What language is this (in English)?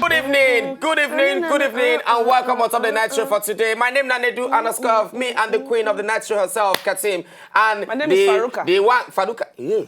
Nigerian Pidgin